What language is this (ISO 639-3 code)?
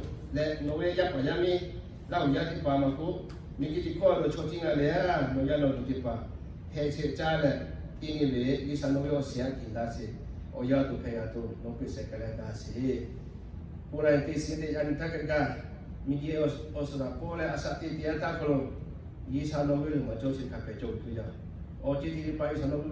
lhu